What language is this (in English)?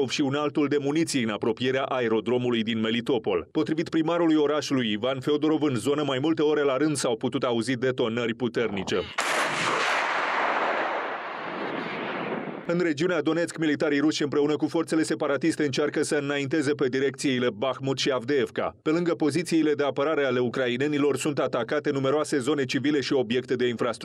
Romanian